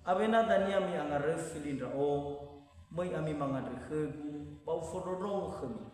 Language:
Nias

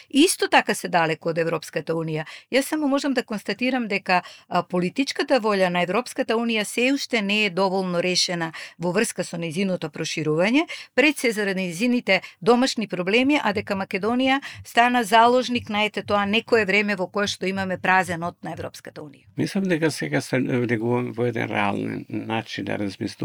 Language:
Macedonian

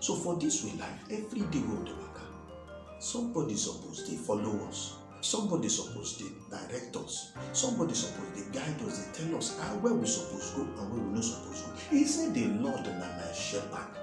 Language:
Nigerian Pidgin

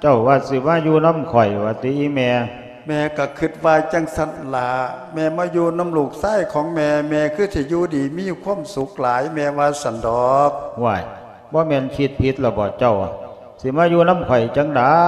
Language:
Lao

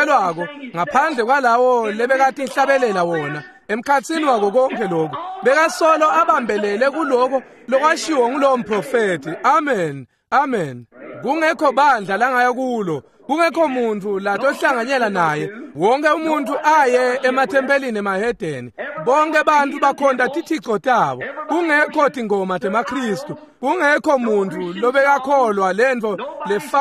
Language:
Swati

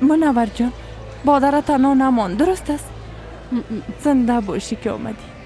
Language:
Persian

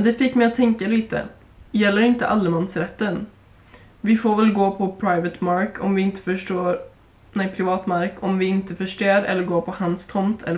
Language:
Swedish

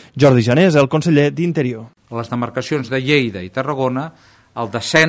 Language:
Catalan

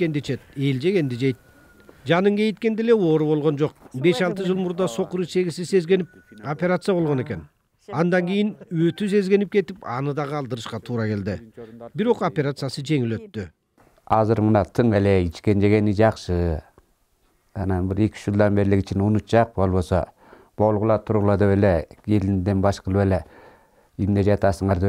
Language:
Kyrgyz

